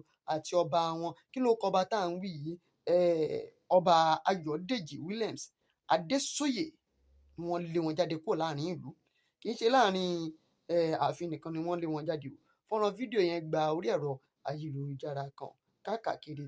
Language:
Yoruba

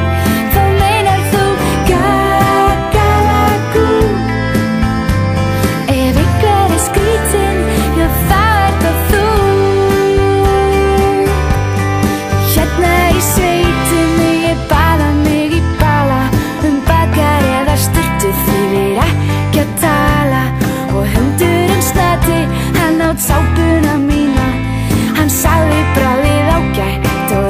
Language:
Icelandic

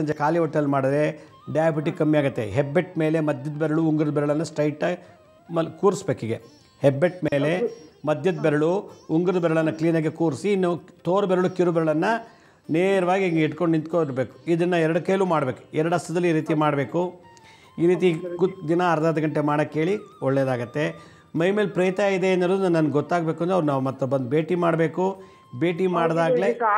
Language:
Kannada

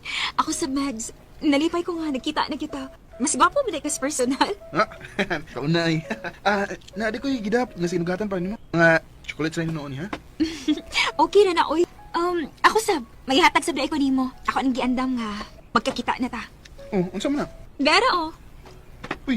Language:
Cebuano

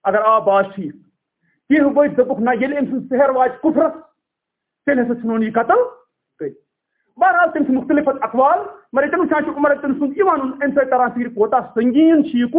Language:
Kashmiri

